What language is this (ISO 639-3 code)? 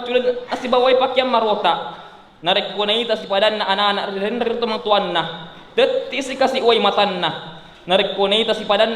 bug